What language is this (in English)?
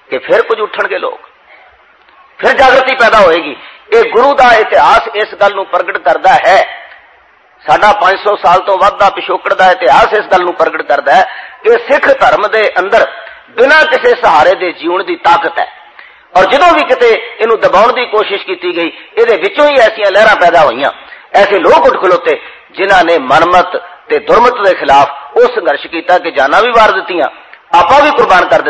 Punjabi